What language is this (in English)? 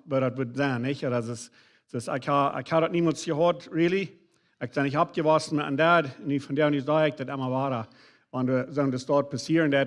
Plautdietsch